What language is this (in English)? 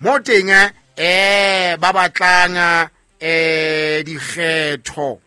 Southern Sotho